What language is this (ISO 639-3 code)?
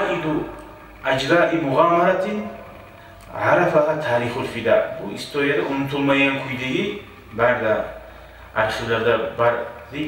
kum